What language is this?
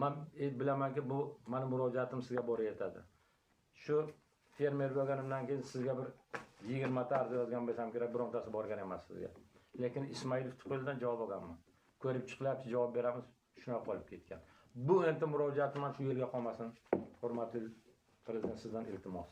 Uzbek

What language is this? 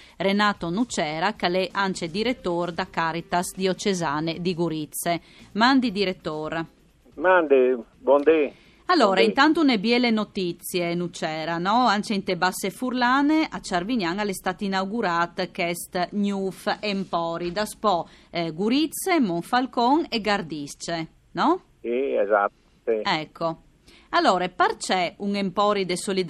Friulian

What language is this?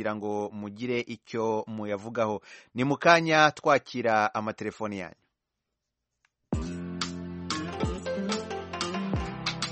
Kinyarwanda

